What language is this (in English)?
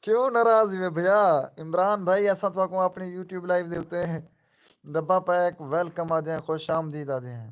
Saraiki